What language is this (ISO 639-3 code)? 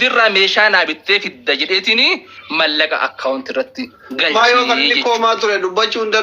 orm